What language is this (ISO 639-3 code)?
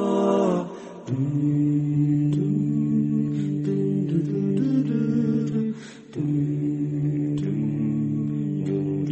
kaz